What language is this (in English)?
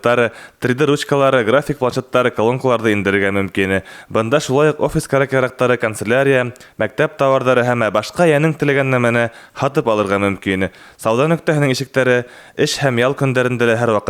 Bashkir